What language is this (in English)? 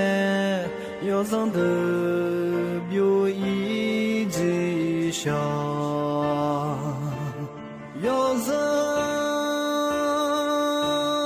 Akha